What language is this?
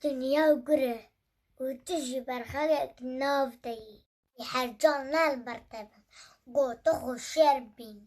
Kurdish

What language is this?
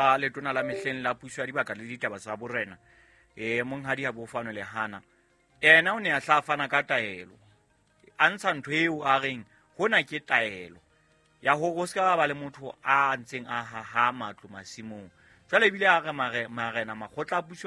Southern Sotho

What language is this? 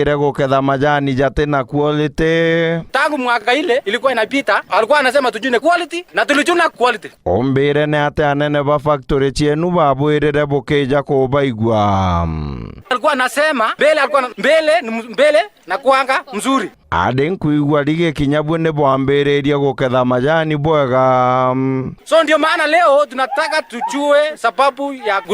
Meru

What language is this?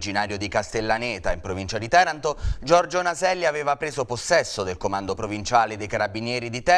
Italian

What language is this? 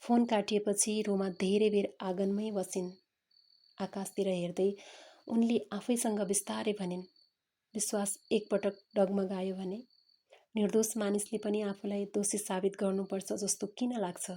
Nepali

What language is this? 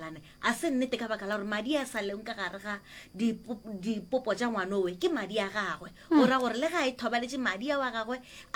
Northern Sotho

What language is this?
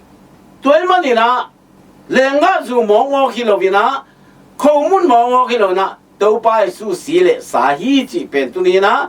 Tedim Chin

